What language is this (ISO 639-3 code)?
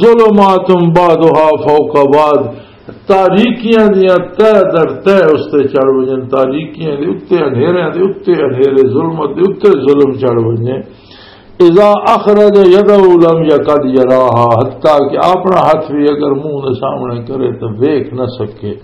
lah